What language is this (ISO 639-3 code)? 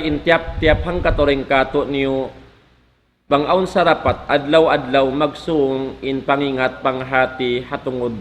tsg